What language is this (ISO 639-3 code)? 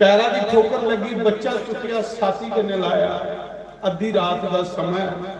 doi